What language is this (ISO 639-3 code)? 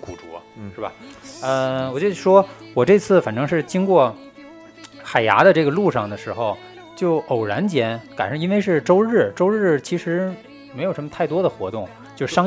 zho